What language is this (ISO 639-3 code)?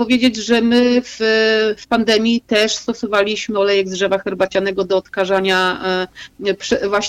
pol